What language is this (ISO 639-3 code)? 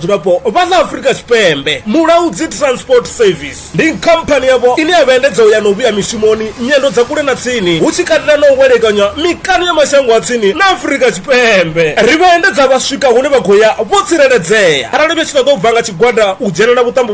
ven